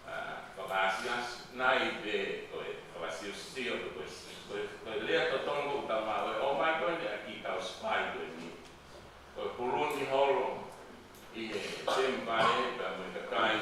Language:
Tongan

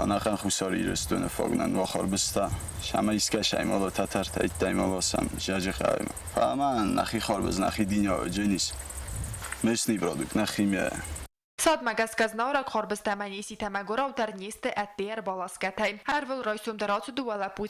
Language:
Ossetic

